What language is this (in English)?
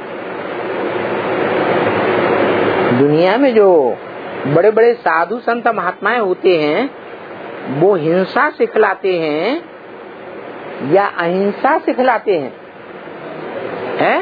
Hindi